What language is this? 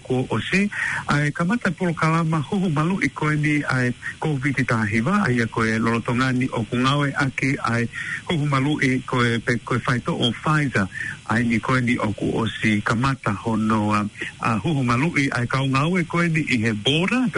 Tongan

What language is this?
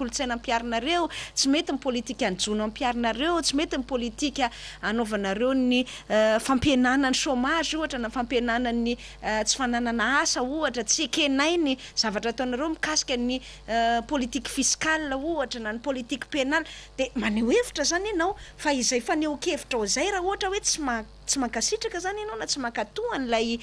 Malagasy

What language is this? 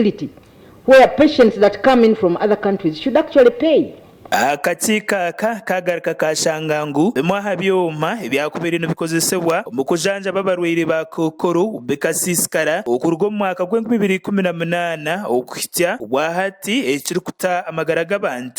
Nyankole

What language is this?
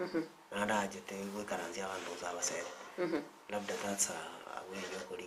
Gusii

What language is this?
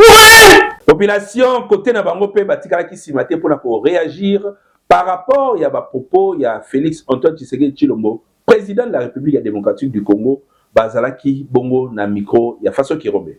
Lingala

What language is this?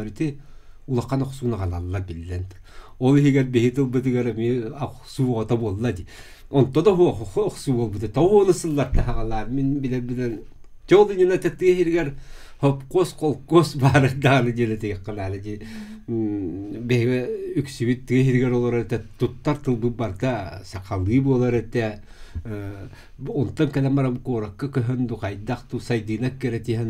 Yakut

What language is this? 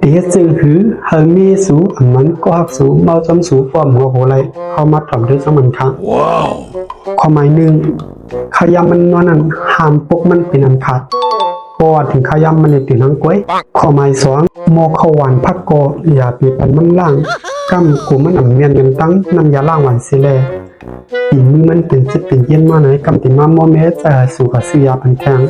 Shan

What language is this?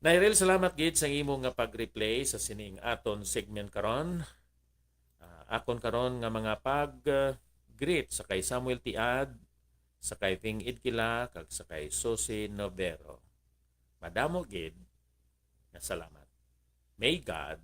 Hiligaynon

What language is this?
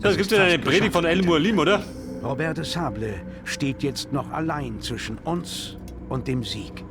Bavarian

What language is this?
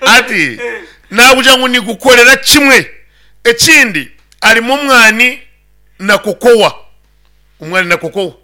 Nyankole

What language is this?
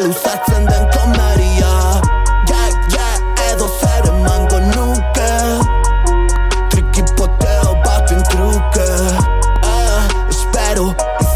Basque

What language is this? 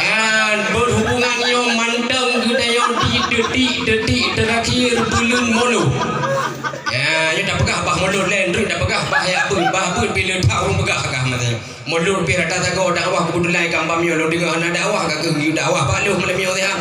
Achinese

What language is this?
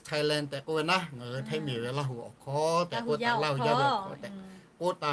Lahu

